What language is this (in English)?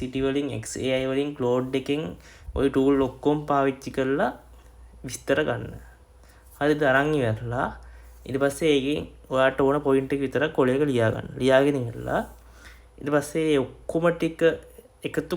Sinhala